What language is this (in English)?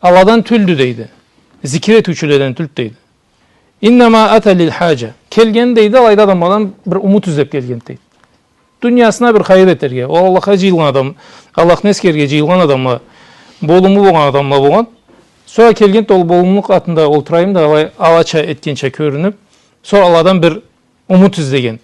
Karachay-Balkar